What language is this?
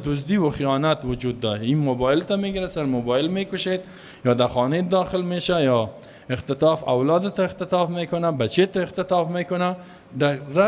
Persian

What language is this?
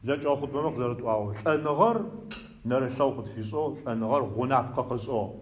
Adyghe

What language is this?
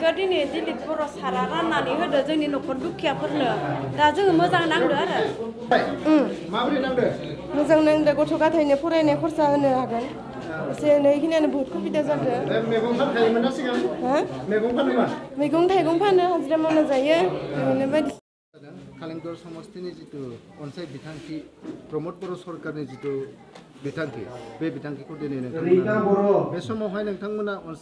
Bodo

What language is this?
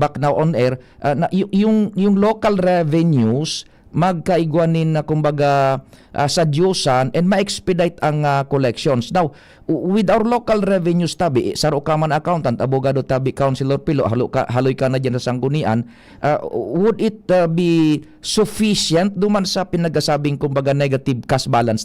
Bikol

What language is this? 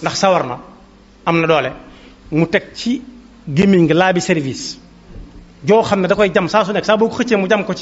Wolof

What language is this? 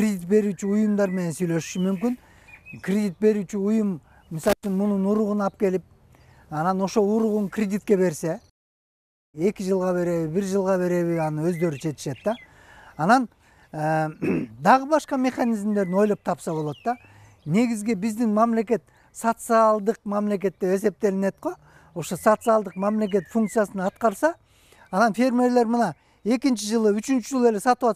Kyrgyz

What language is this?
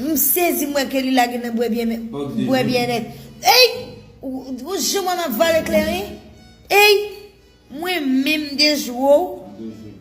Haitian Creole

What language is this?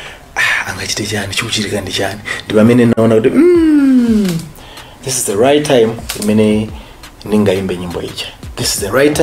Nyanja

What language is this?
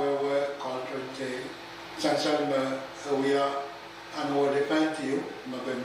Pohnpeian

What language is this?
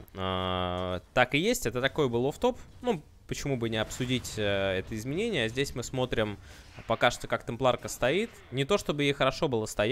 Russian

